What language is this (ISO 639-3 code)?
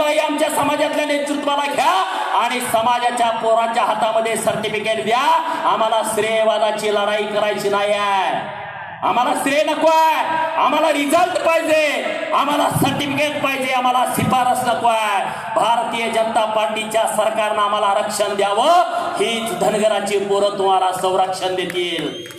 mar